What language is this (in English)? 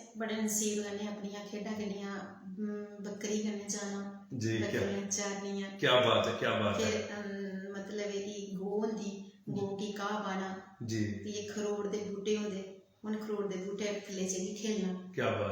Dogri